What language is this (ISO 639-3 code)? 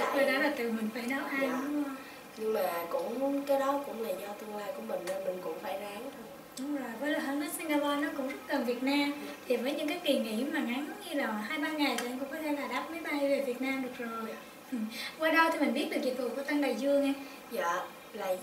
vie